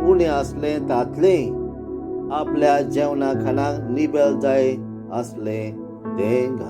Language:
Konkani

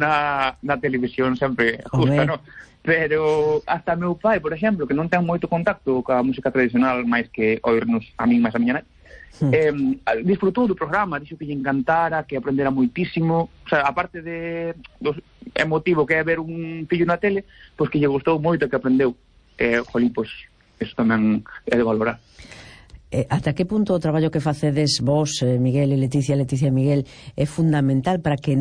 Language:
Galician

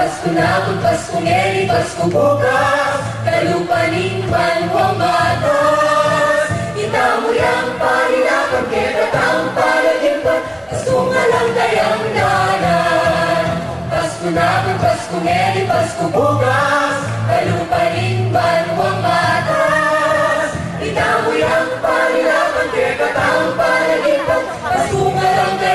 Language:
Pampanga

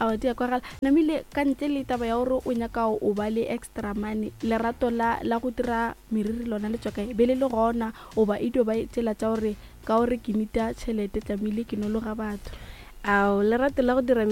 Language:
Northern Sotho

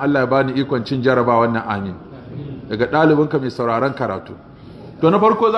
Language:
Hausa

